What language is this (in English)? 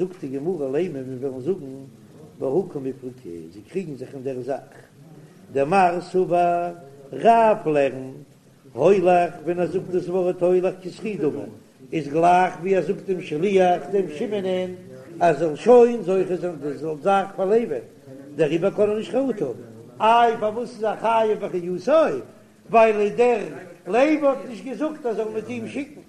Yiddish